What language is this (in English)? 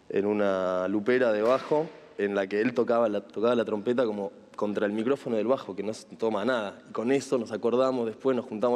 Spanish